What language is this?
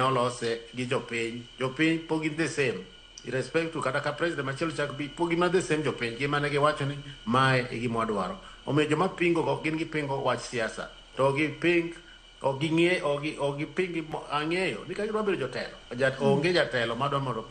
Luo (Kenya and Tanzania)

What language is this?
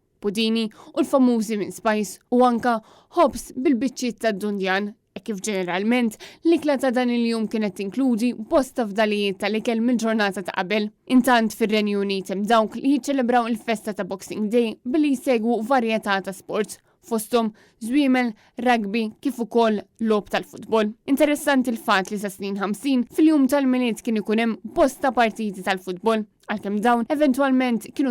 Maltese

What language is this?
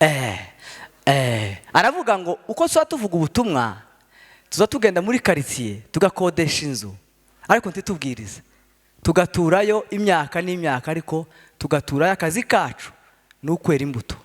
Kinyarwanda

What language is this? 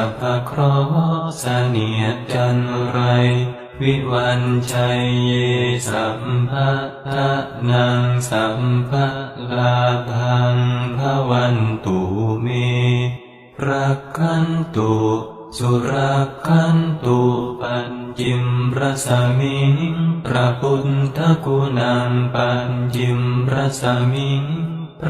Pali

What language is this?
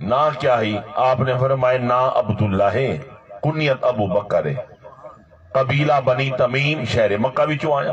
Saraiki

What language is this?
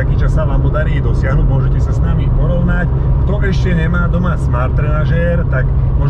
Slovak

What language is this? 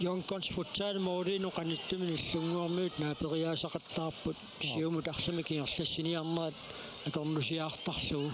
Kalaallisut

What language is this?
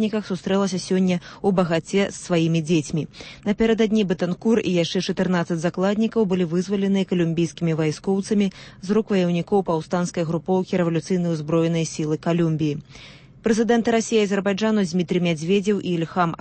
Belarusian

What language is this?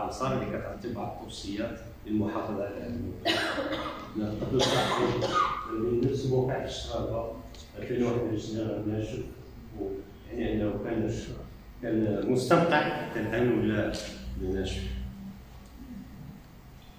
Moroccan Arabic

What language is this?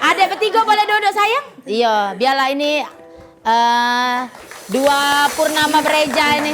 Musi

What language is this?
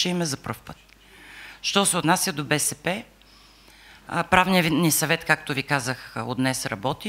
Bulgarian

